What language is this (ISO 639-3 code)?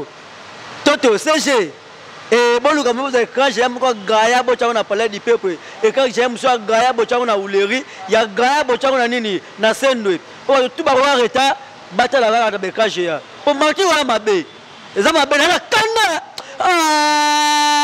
lin